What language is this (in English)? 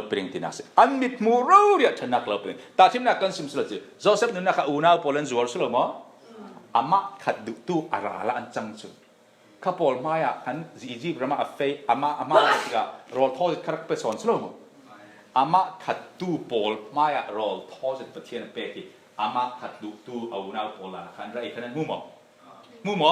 Falam Chin